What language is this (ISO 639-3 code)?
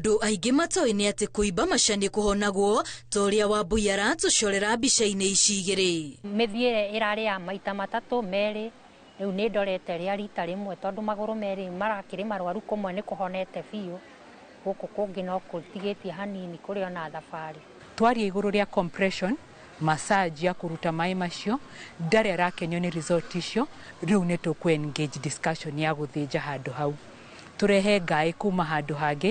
kik